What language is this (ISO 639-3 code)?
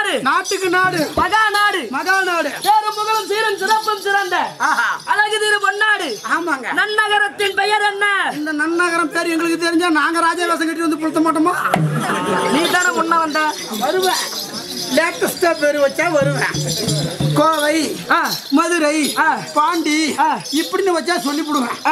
tam